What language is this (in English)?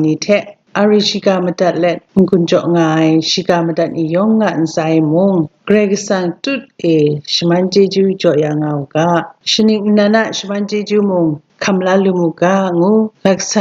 Kachin